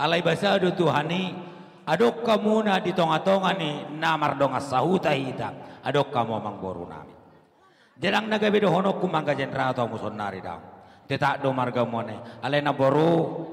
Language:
Batak Toba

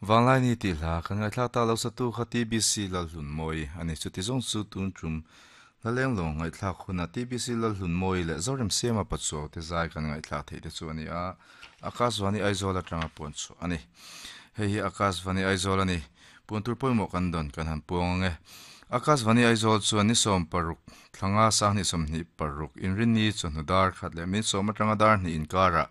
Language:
Mizo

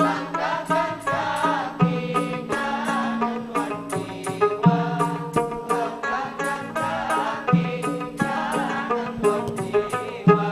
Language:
Banjar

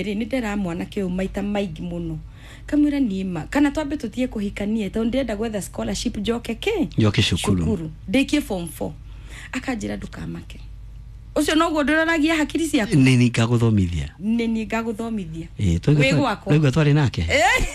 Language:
Kikuyu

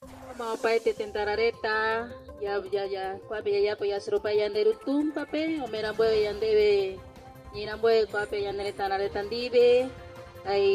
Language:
Guarani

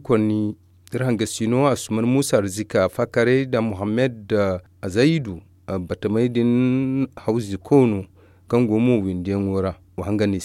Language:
Zarma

